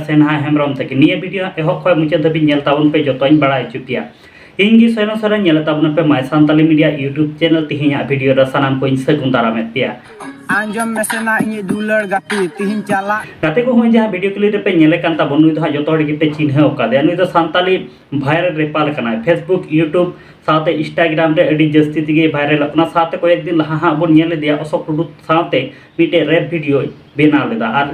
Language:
Santali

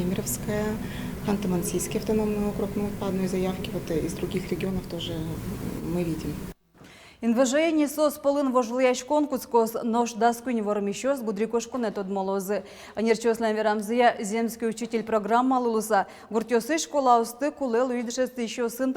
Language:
Udmurt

